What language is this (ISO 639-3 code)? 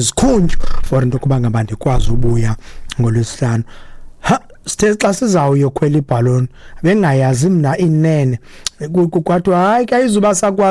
xho